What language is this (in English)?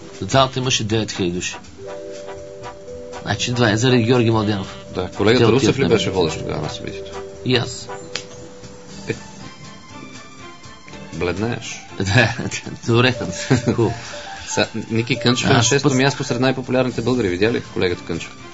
Bulgarian